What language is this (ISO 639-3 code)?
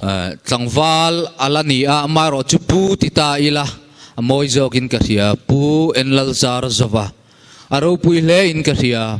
cnh